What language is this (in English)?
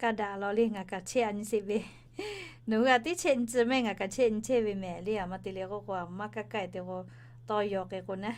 Lahu